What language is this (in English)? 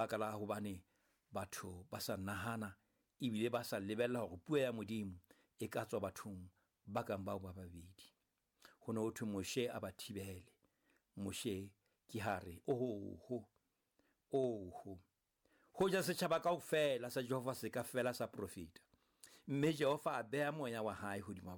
Southern Sotho